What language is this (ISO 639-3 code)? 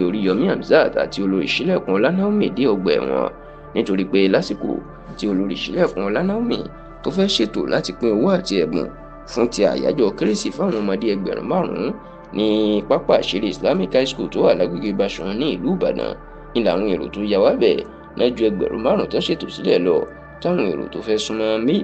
yor